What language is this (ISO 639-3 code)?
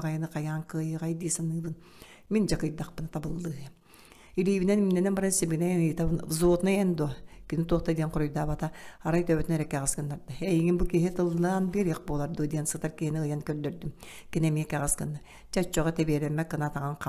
sah